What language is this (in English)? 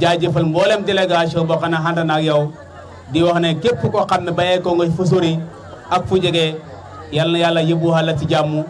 Wolof